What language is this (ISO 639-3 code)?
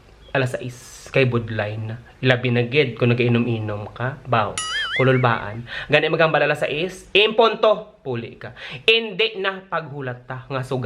hil